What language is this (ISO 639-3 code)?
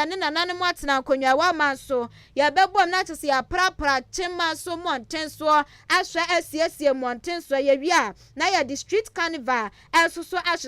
aka